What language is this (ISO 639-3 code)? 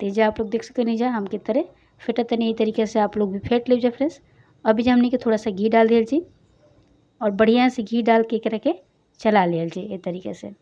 bho